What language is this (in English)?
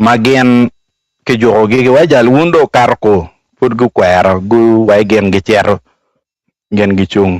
Acoli